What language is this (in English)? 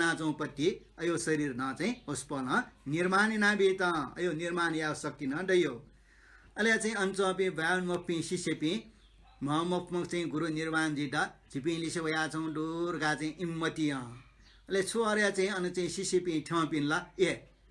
Newari